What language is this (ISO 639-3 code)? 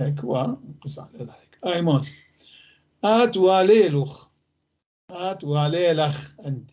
apc